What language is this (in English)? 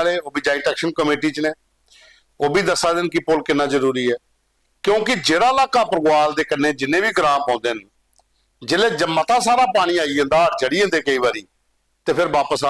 Dogri